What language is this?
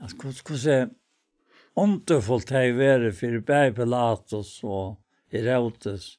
Faroese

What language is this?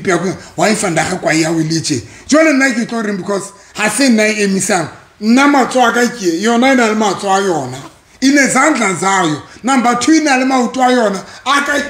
Southern Sotho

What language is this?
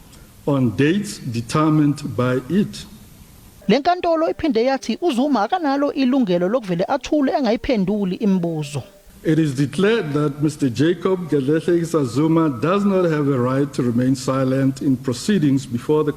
Zulu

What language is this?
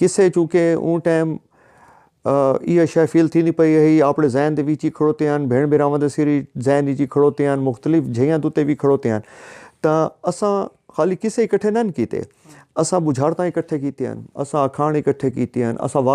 Saraiki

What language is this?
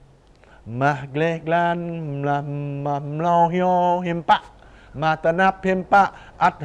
Jarai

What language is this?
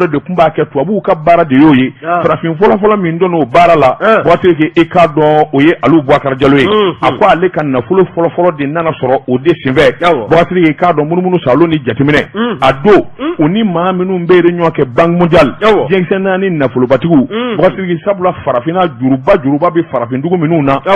Bambara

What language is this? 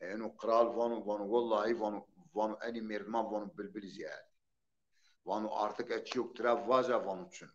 Zaza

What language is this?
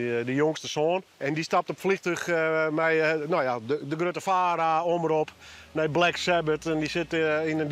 Western Frisian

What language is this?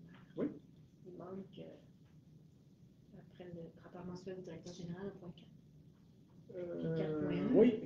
French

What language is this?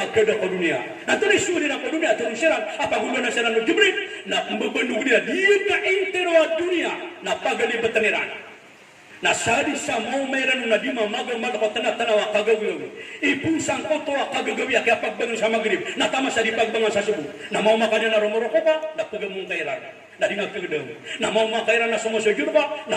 Maranao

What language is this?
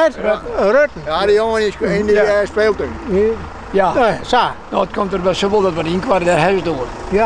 Western Frisian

